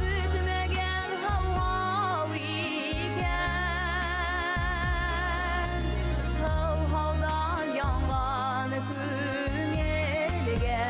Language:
Bashkir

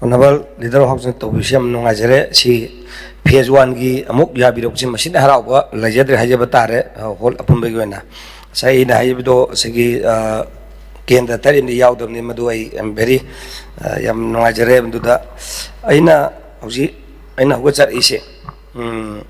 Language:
Manipuri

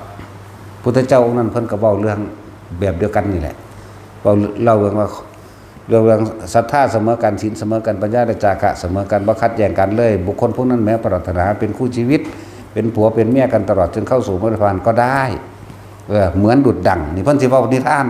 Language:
Northeastern Thai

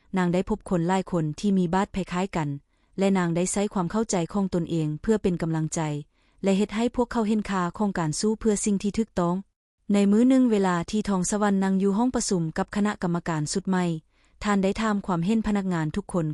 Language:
Lao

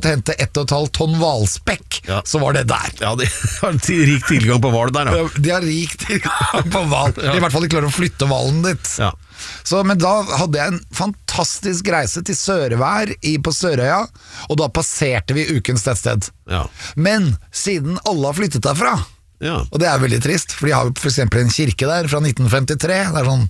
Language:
Norwegian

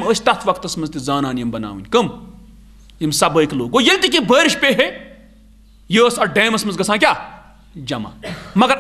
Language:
Kashmiri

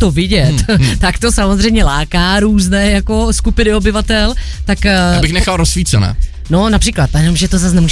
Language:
Czech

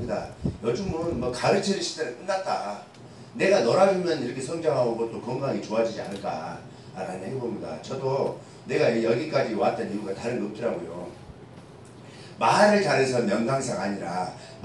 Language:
Korean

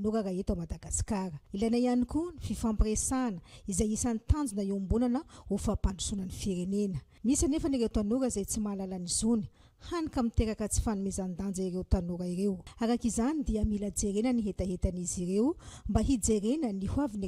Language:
Malagasy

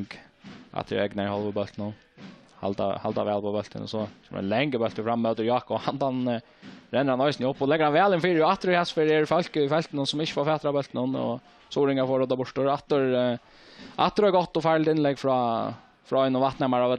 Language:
Faroese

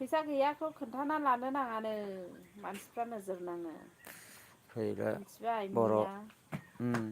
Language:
Bodo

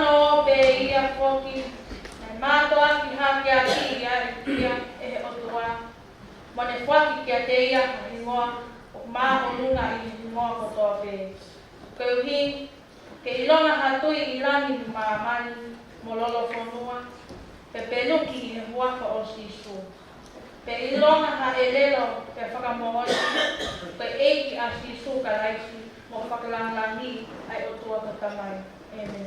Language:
Tongan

